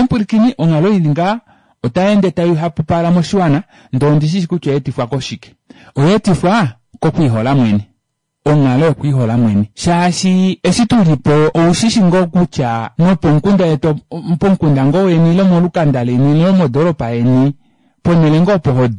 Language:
Kuanyama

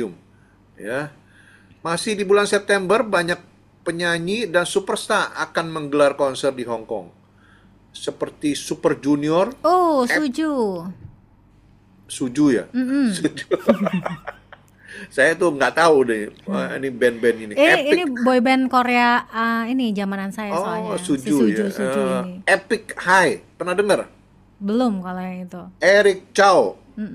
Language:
Indonesian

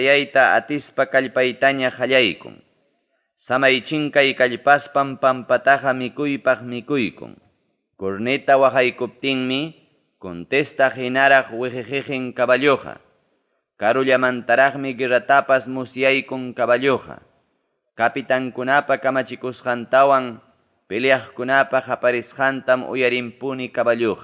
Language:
Ayacucho Quechua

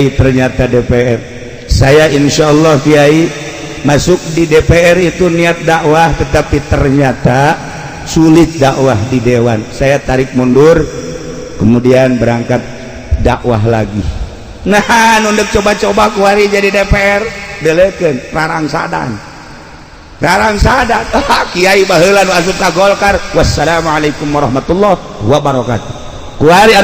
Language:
Sundanese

